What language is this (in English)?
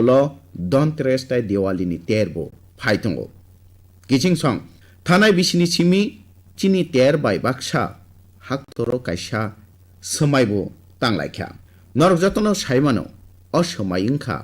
Kok Borok